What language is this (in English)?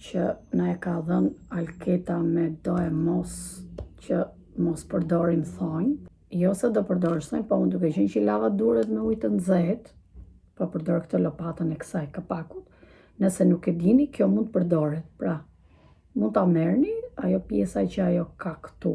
Albanian